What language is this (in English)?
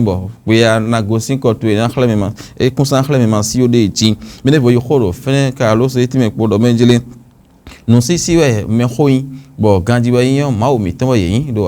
Fon